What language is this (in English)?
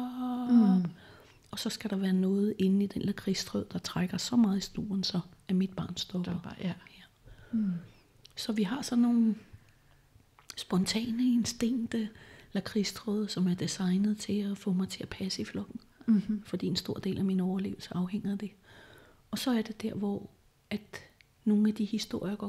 Danish